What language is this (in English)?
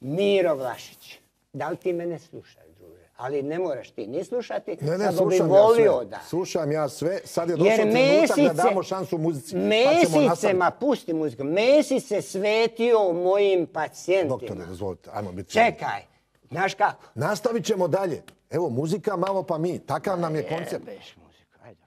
Croatian